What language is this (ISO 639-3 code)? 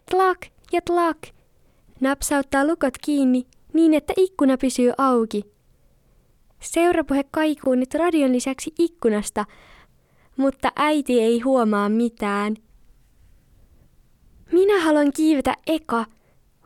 fin